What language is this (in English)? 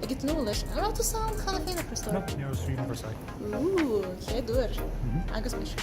Irish